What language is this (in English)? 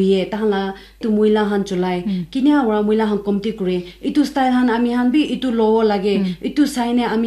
Naga Pidgin